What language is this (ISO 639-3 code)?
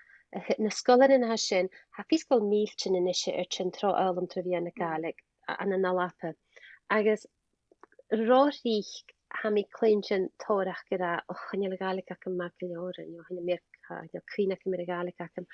gla